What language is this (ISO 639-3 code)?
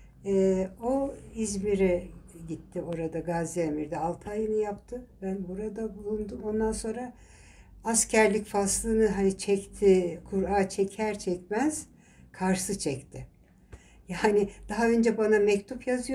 tur